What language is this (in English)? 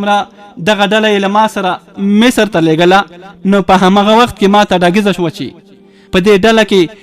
Pashto